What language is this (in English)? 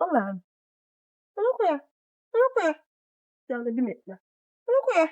Jamaican Creole English